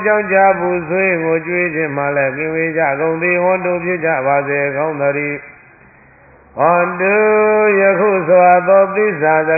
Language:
Burmese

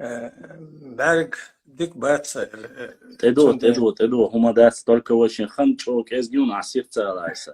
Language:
Chechen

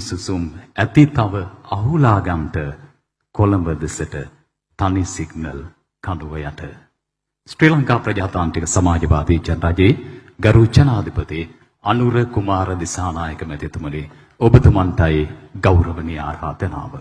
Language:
Sinhala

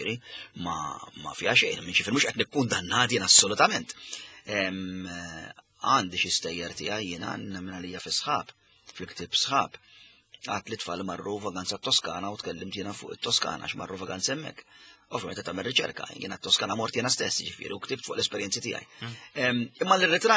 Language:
Maltese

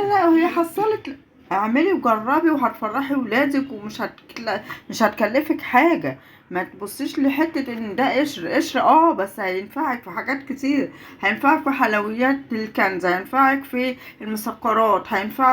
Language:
Egyptian Arabic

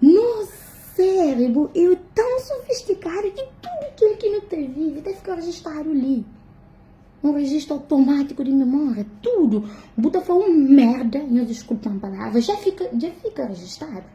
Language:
Kabuverdianu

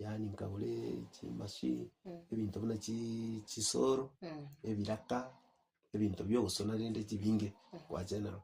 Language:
Gusii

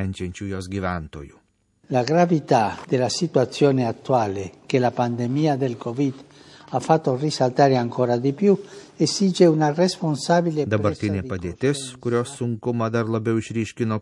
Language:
Lithuanian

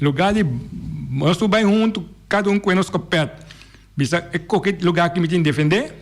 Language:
Papiamento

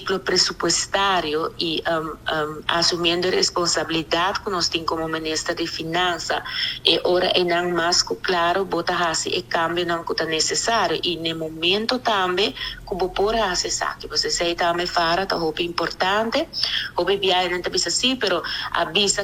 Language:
Papiamento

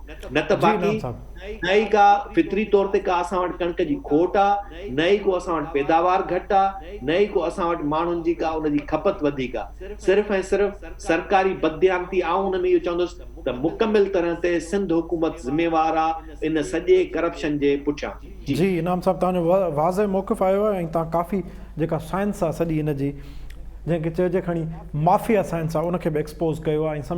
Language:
Sindhi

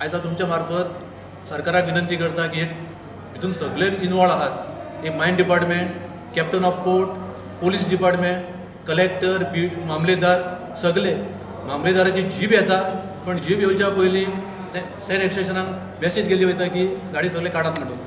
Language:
Konkani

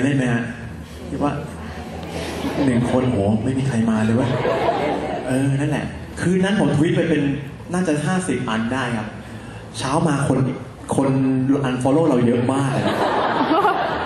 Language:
Thai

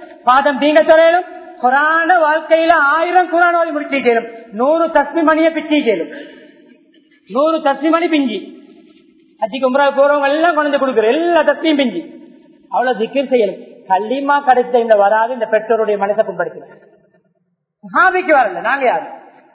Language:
Tamil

